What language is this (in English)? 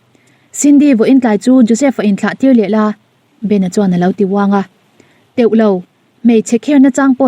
Mizo